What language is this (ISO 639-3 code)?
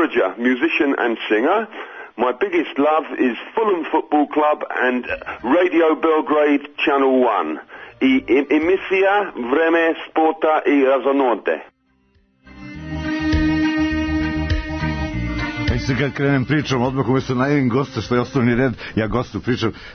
srp